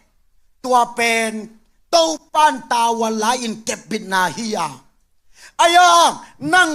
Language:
Tedim Chin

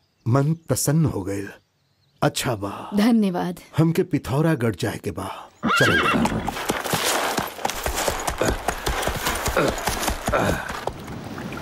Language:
Bhojpuri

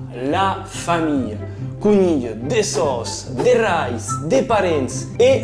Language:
Occitan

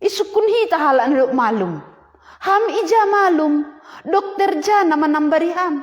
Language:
Batak Simalungun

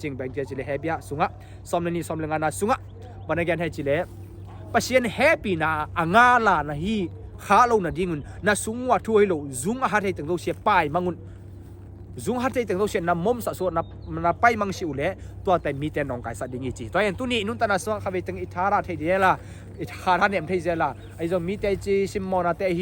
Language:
Tedim Chin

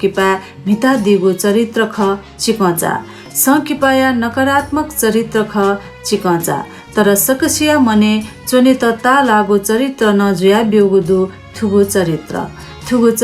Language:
Newari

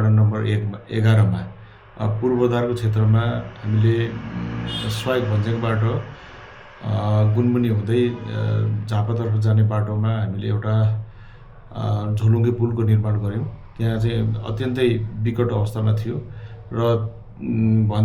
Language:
Nepali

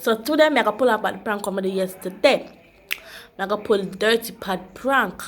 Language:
Jamaican Creole English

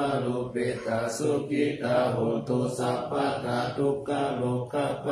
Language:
Pali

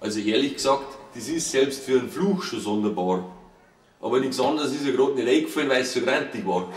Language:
Bavarian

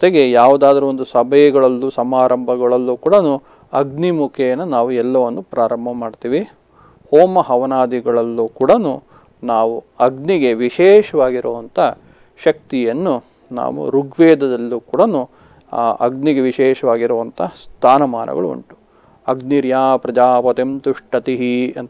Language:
Kannada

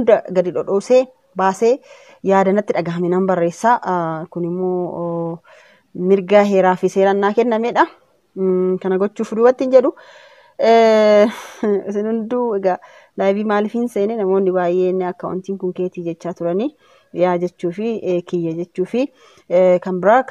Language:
Oromo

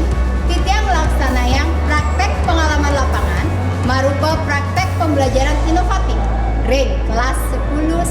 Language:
Balinese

